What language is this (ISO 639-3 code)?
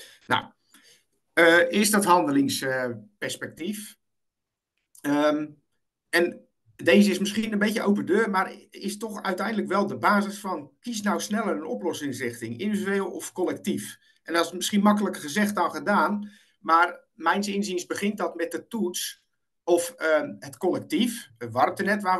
nld